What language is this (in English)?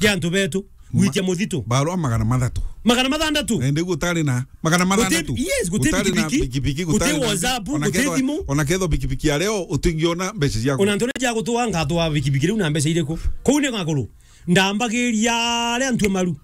Meru